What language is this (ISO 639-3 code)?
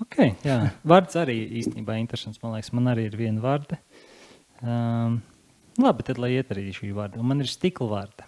lav